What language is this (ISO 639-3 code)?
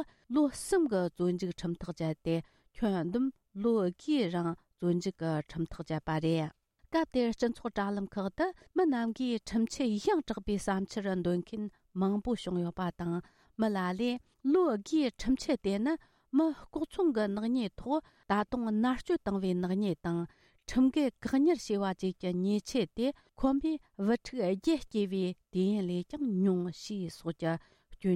bod